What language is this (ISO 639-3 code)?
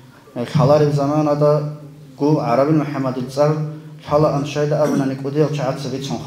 ava